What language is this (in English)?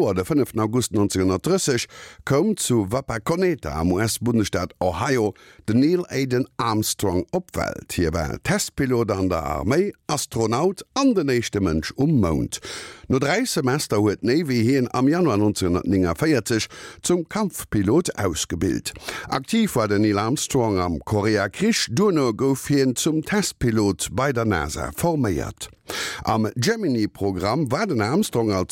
Luxembourgish